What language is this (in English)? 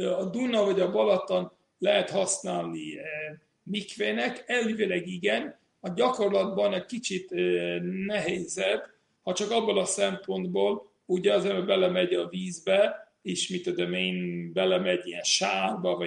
Hungarian